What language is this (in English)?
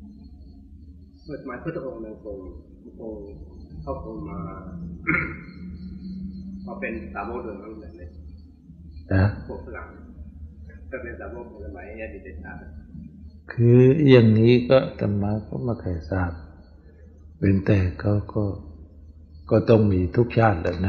Thai